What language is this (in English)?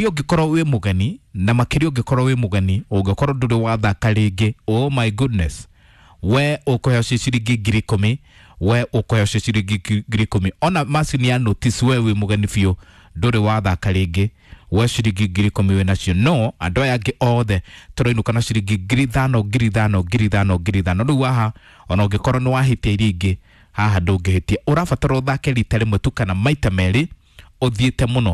Kikuyu